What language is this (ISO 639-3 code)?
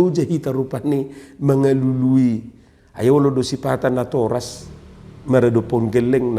bbc